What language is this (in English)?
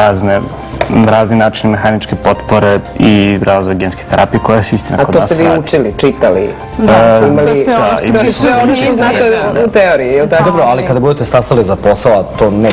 Serbian